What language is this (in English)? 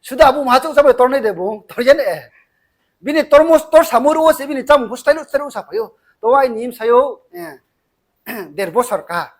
Riang (India)